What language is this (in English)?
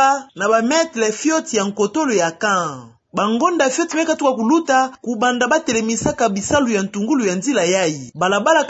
Kituba (Democratic Republic of Congo)